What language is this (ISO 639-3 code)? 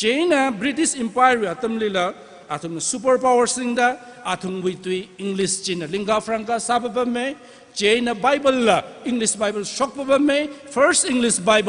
nmf